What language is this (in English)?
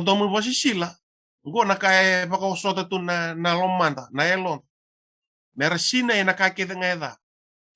Fijian